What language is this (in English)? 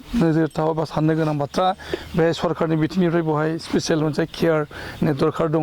Bodo